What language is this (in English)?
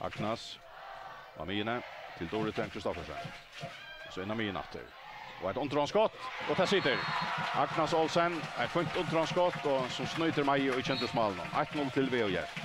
Faroese